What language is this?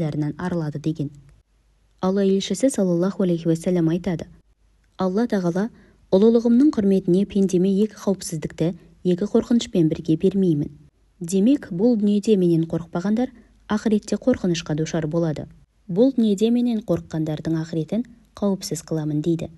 Kazakh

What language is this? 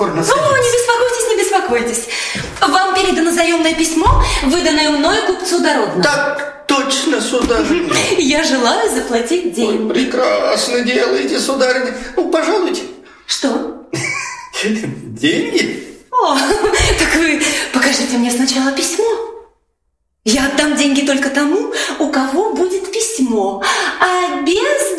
Russian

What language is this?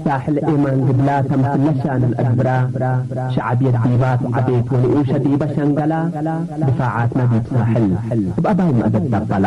Tigre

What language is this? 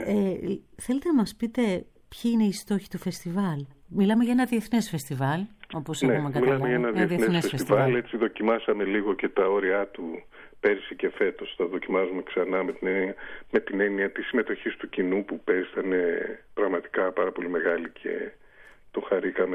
Greek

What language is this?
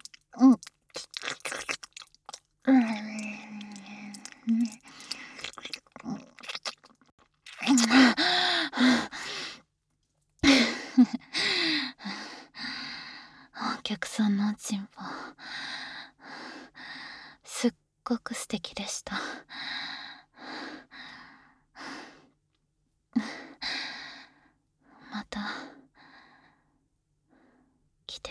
Japanese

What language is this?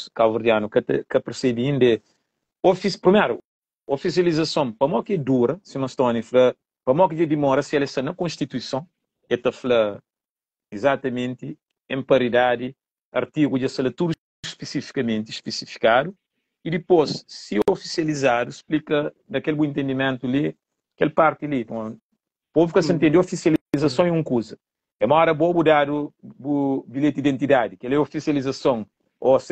Kabuverdianu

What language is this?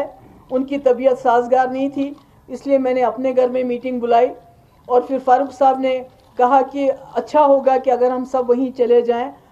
Urdu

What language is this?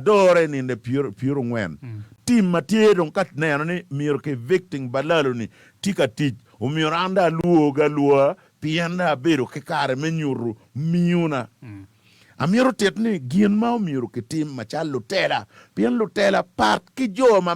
Acoli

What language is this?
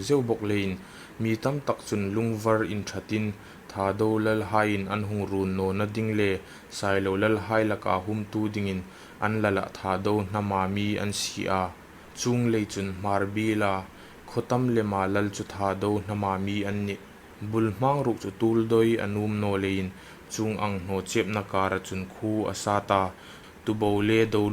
Hmar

